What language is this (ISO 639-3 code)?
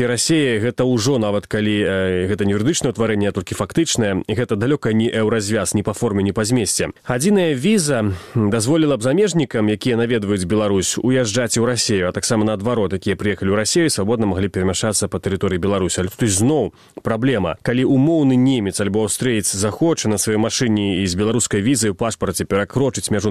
bel